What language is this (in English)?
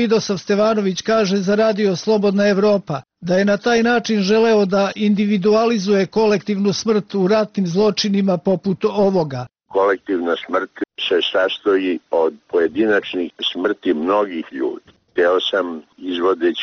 Serbian